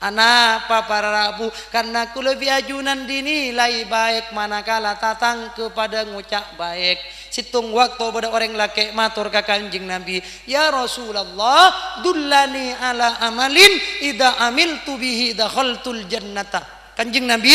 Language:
Madurese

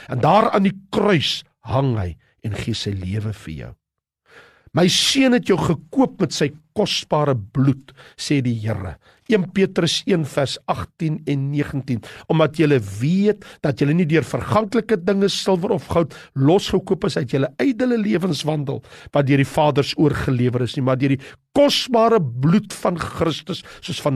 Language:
Afrikaans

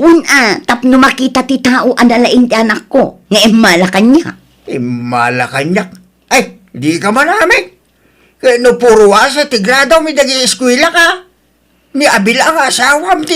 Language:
Iloko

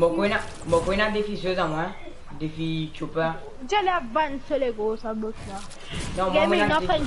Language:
Morisyen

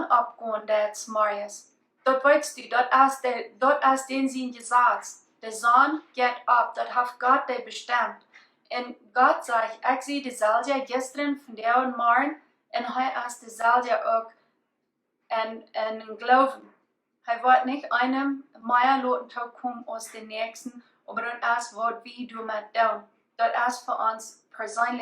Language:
Plautdietsch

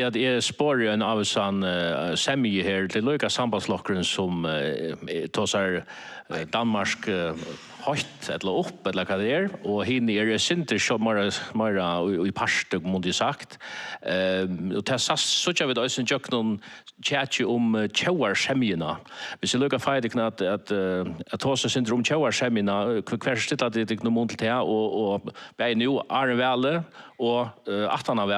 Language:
Faroese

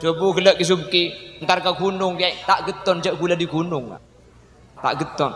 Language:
Madurese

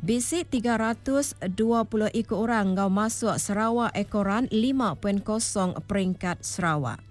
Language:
Iban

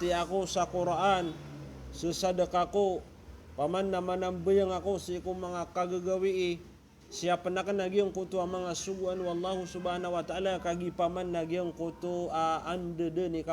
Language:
Maranao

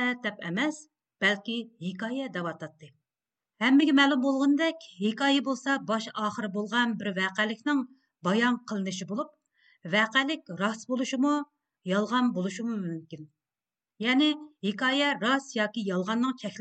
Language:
Uyghur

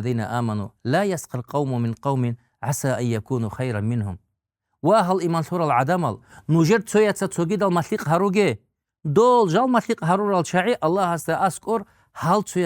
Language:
Avaric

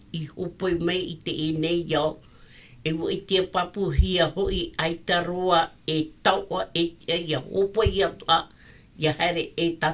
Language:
Tahitian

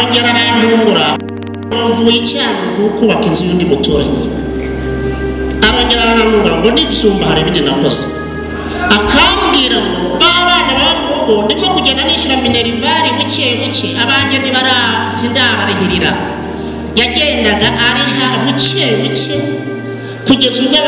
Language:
Kinyarwanda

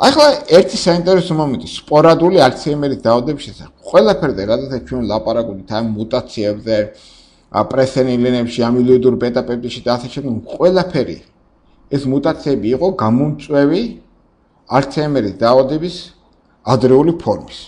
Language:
Georgian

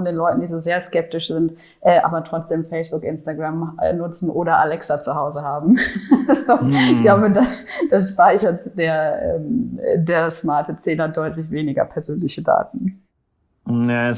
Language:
German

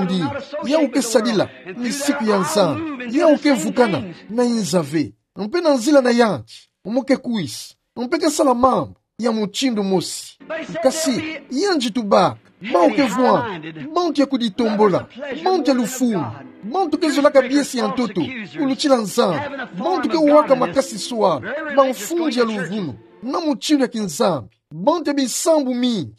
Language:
Kituba (Democratic Republic of Congo)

